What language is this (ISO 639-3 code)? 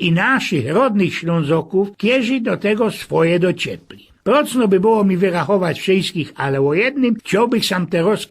szl